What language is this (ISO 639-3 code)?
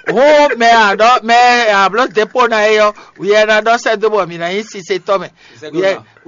fon